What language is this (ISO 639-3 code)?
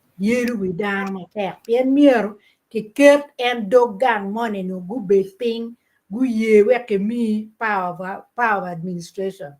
ach